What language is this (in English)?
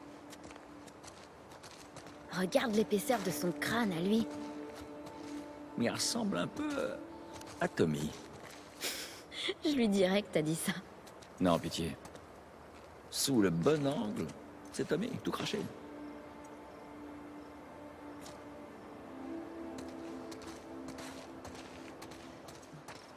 French